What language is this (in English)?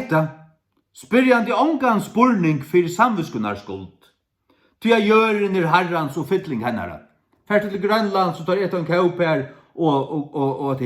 Faroese